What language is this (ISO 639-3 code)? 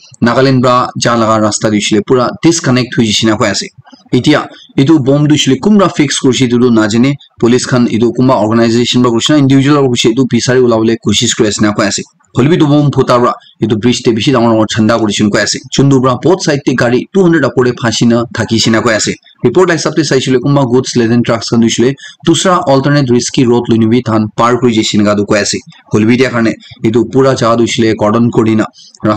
nag